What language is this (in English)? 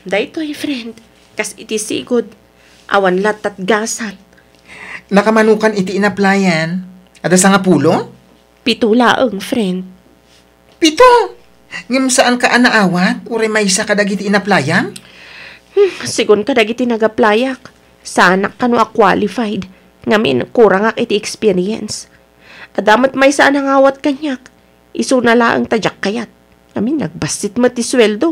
Iloko